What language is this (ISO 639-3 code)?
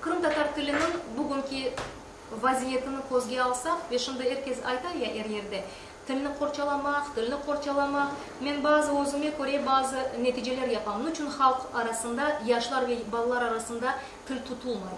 crh